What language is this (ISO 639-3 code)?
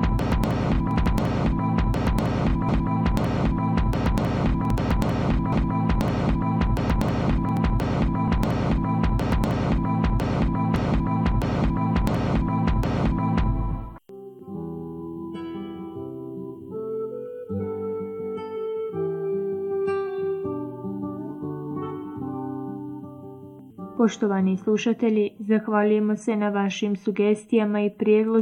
bos